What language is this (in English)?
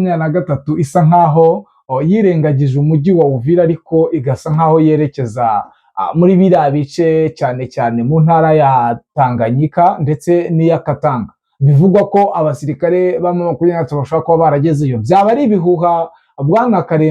Kinyarwanda